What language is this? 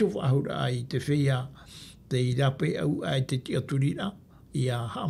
Tahitian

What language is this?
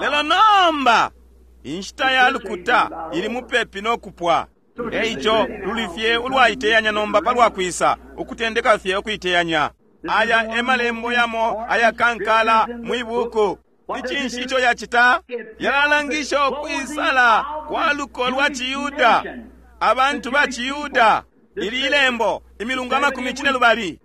Bemba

